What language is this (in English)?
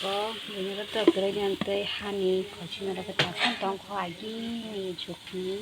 Kok Borok